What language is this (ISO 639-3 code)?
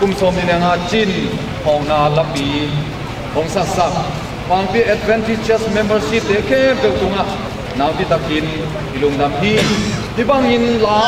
ctd